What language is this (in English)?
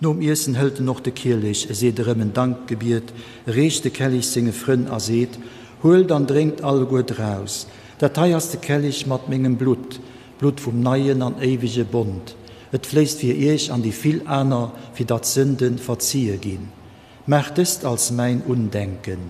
Luxembourgish